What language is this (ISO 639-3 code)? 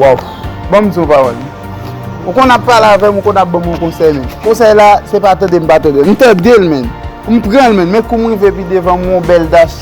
hat